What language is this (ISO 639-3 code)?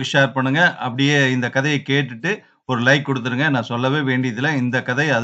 tam